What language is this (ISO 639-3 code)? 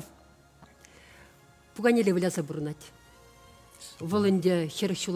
chv